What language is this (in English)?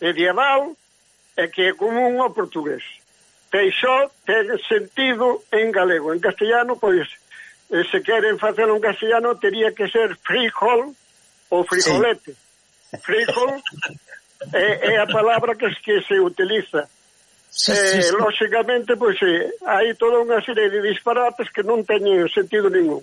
Galician